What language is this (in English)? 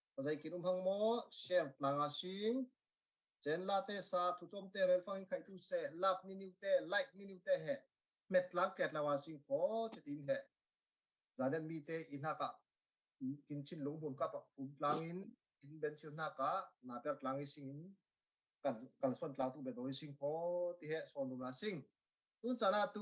Falam Chin